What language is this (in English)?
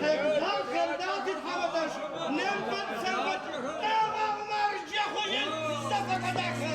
Adyghe